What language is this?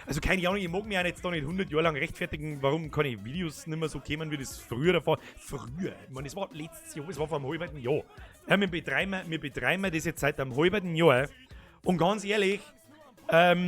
Bavarian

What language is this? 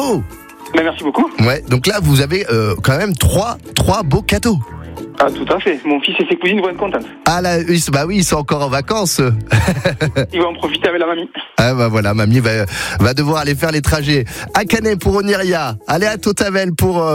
French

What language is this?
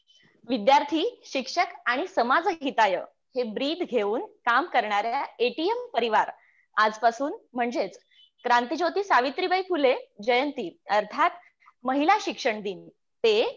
Marathi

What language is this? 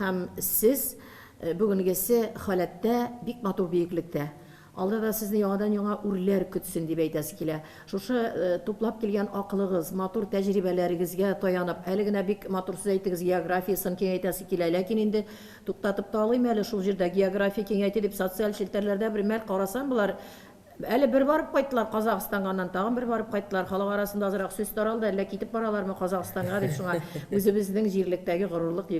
Tatar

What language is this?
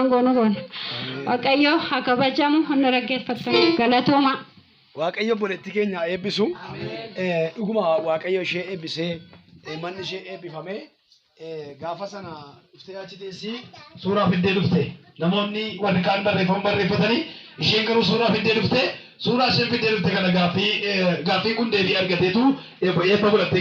Oromo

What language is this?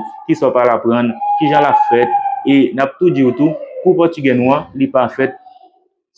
Haitian Creole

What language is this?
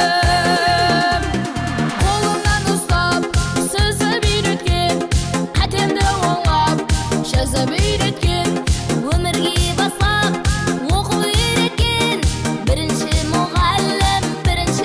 Kara-Kalpak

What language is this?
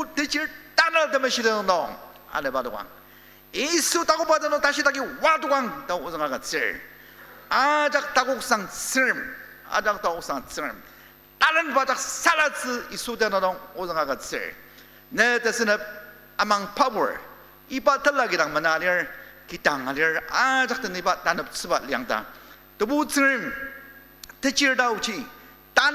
Ao Naga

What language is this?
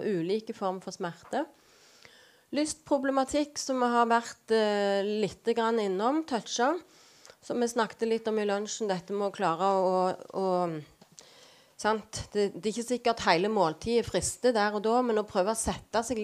Norwegian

